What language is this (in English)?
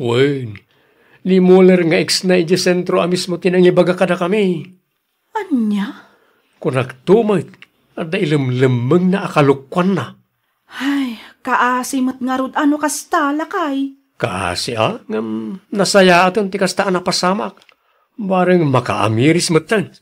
Iloko